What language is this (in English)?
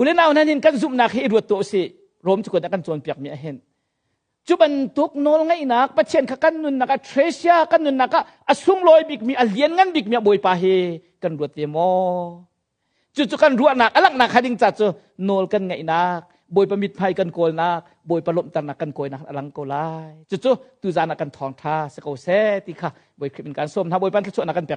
Hakha Chin